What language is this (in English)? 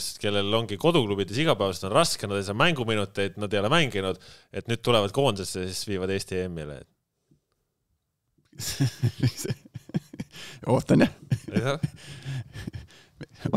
Estonian